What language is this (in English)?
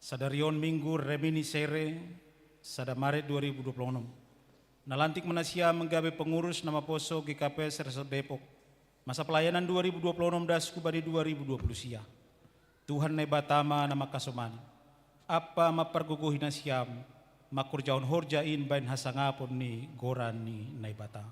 Batak Simalungun